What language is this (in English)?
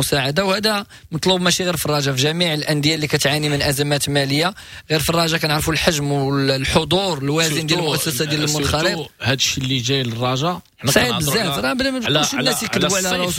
Moroccan Arabic